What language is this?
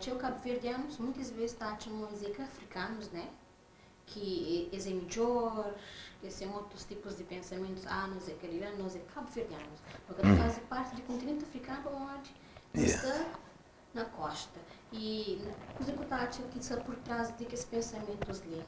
Kabuverdianu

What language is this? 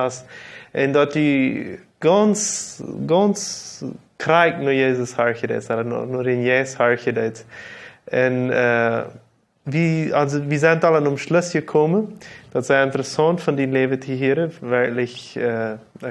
Plautdietsch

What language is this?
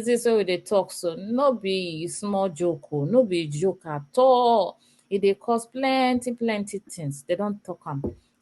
Nigerian Pidgin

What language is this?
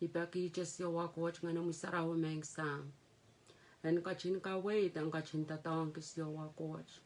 Pohnpeian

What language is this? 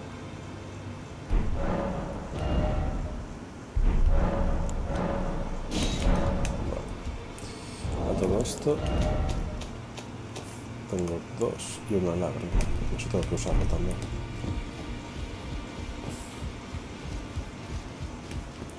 Spanish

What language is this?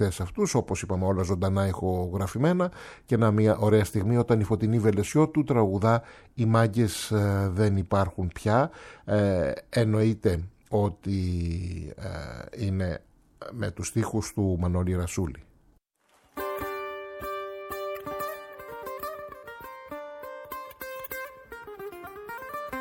Greek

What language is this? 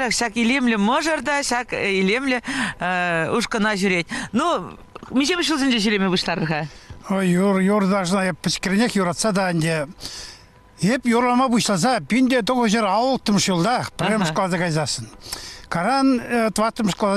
Chuvash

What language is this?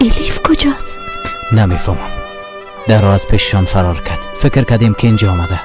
Persian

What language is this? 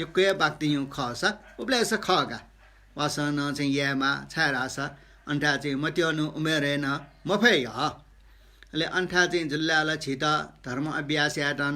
Newari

